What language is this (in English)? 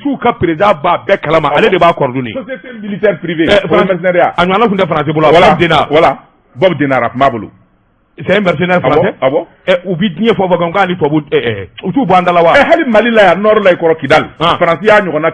Bambara